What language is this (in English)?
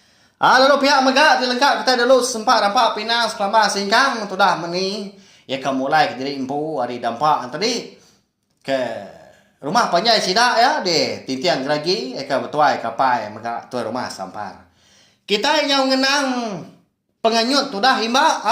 Iban